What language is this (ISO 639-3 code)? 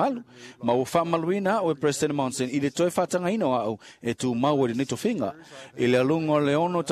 smo